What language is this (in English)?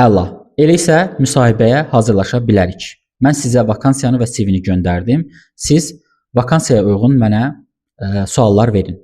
Azerbaijani